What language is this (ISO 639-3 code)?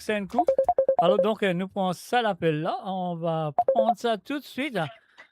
mfe